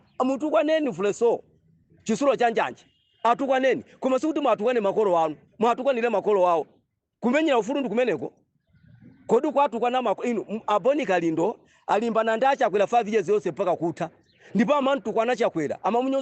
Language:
Nyanja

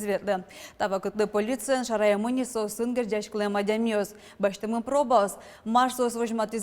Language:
Udmurt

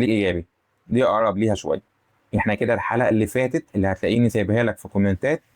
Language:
Egyptian Arabic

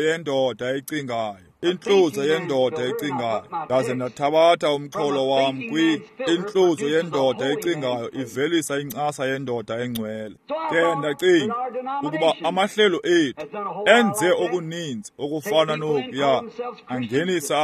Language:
Xhosa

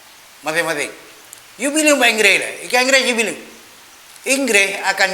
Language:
Achinese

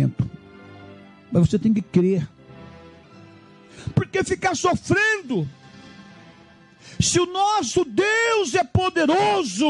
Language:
Portuguese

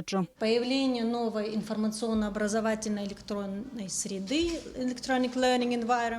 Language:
Abkhazian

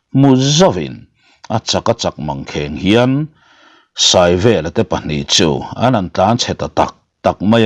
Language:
Mizo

